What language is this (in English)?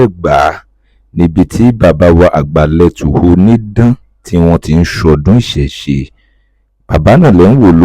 Yoruba